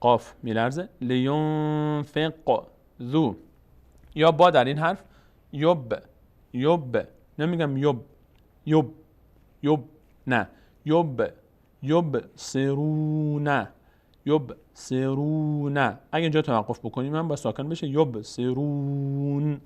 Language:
Persian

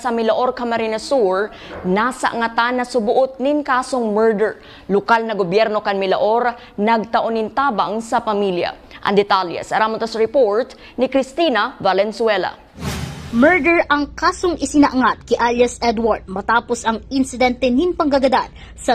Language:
Bikol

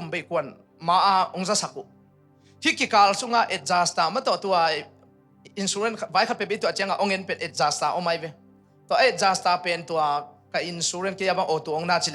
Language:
Tedim Chin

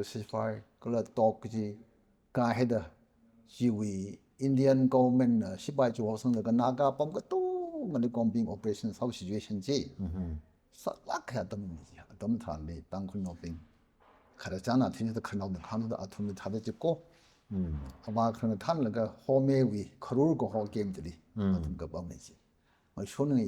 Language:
Tangkhul Naga (India)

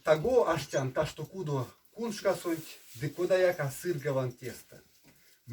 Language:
Erzya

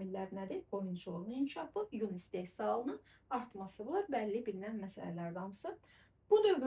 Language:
Azerbaijani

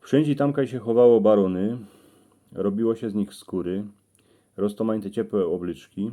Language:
Silesian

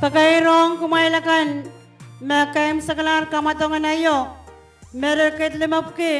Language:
Pohnpeian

